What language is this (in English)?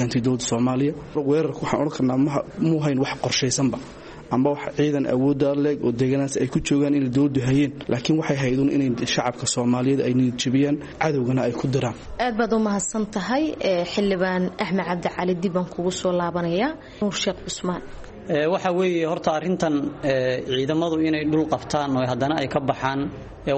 Somali